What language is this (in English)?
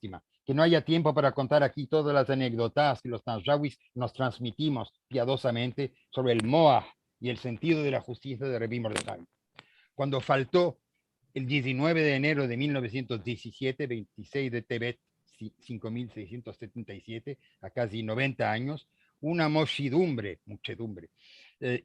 Ladino